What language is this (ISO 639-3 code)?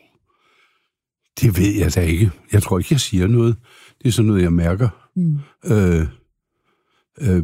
dan